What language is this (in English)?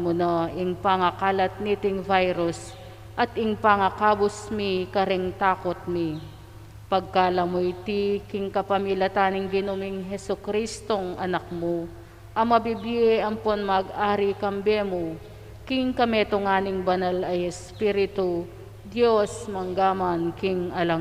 Pampanga